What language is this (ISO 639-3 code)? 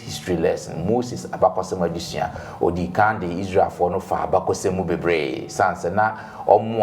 aka